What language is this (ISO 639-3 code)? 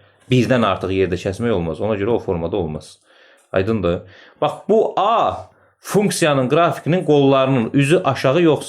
aze